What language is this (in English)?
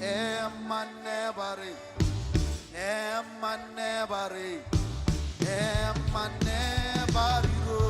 Marshallese